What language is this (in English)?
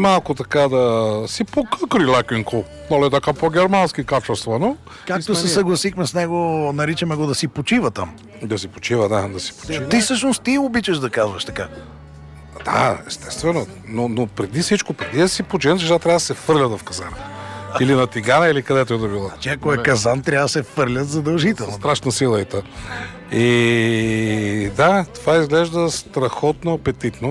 Bulgarian